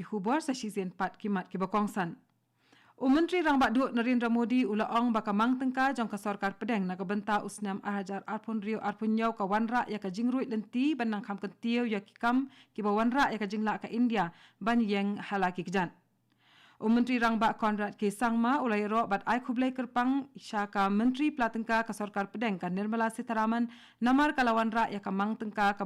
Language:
Khasi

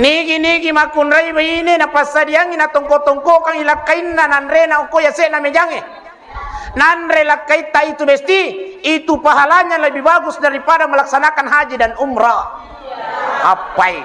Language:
Buginese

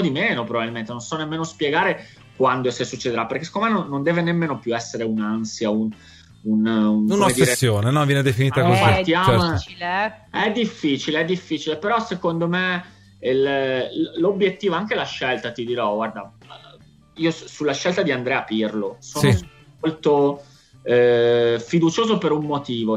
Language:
Italian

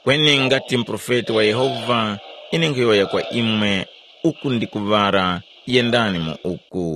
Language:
Tumbuka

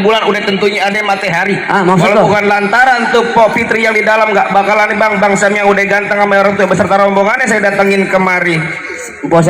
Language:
Betawi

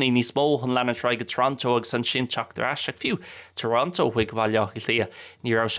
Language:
Irish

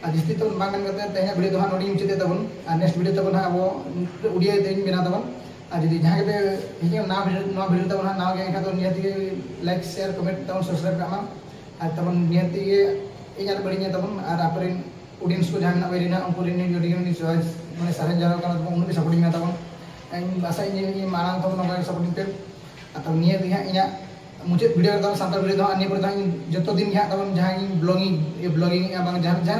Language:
Santali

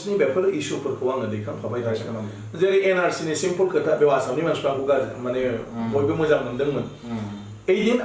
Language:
Bodo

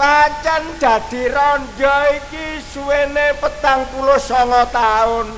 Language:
Javanese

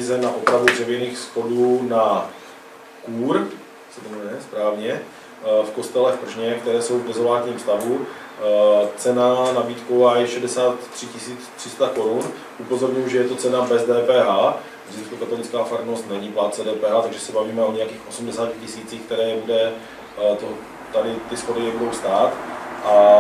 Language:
Czech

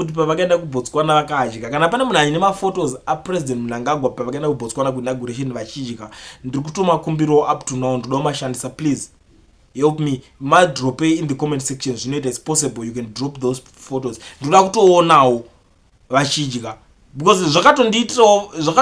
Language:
Shona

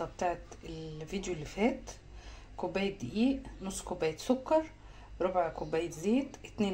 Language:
Egyptian Arabic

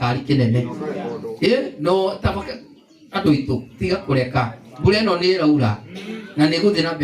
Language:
Kikuyu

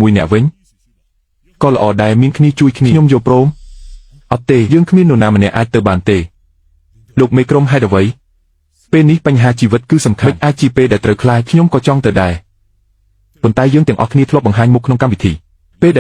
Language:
Khmer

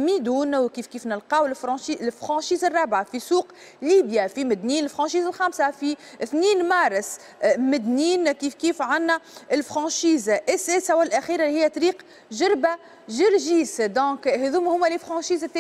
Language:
Tunisian Arabic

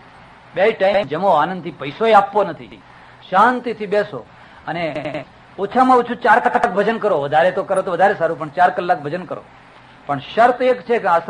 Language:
Gujarati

